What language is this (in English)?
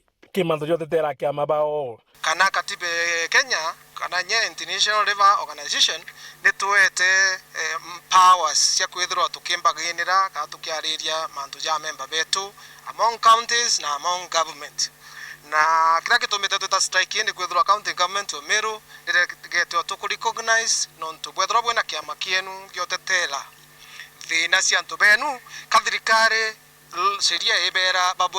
Meru